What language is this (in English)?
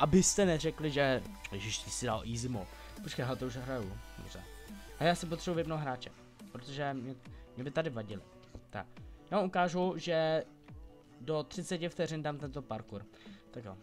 Czech